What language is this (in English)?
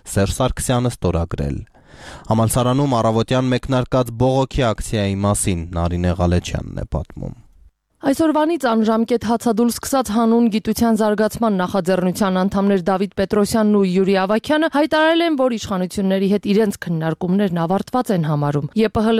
Armenian